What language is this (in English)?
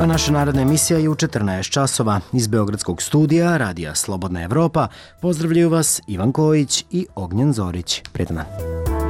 Serbian